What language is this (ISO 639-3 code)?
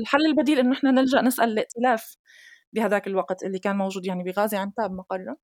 apc